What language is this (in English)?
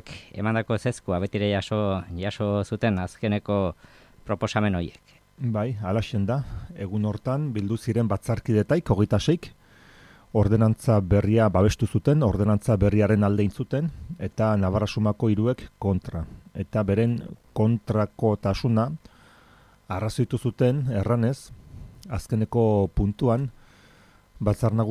Basque